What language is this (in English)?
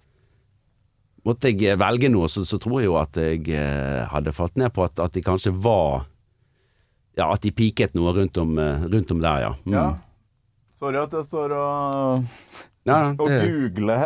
Norwegian